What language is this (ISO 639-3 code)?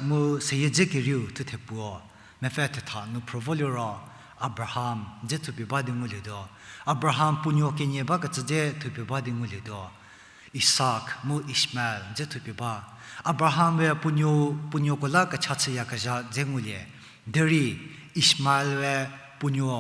njm